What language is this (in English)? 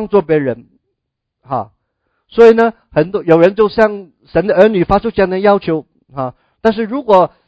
Chinese